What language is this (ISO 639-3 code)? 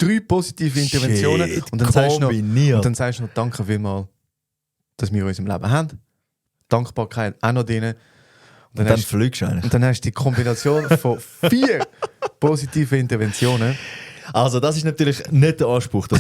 gsw